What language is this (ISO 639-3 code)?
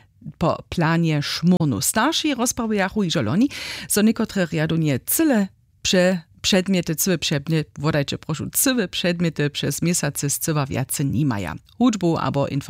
hsb